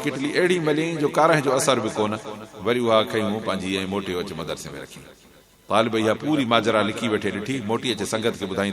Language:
Sindhi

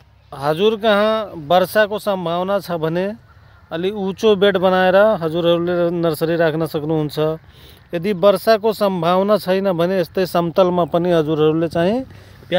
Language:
Nepali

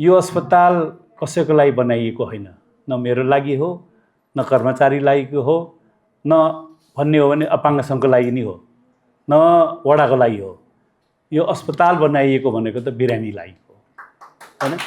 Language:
Nepali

